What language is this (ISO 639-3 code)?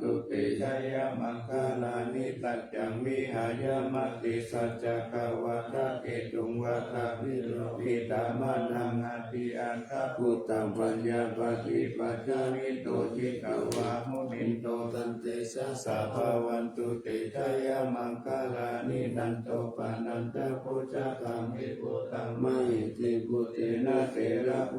pli